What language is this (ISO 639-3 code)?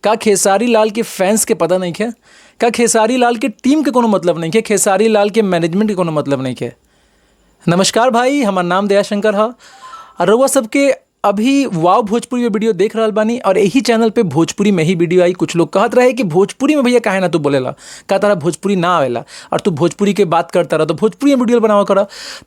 bho